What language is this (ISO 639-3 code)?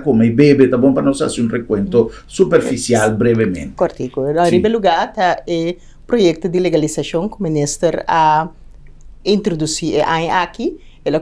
pap